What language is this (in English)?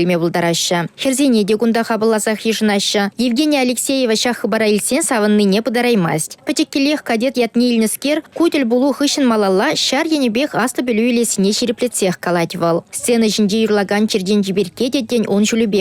Chuvash